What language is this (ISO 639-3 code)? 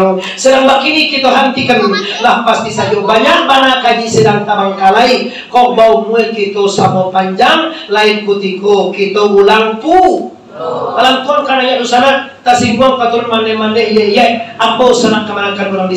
min